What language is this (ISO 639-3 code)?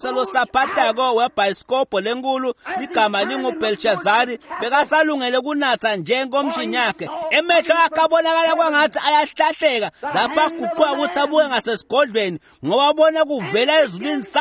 ssw